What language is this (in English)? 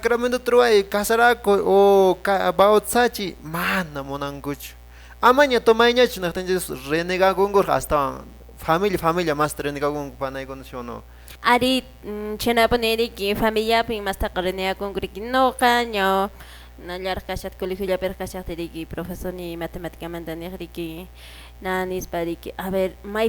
Quechua